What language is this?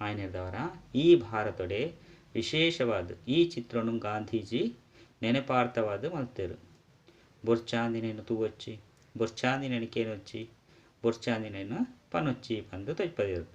Tulu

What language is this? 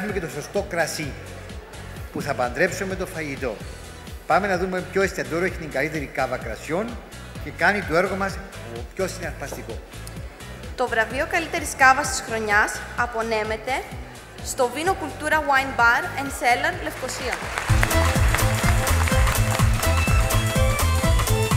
Greek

